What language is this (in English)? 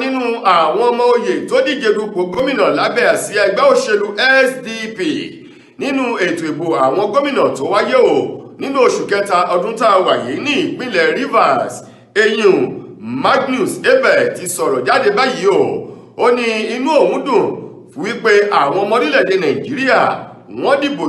Yoruba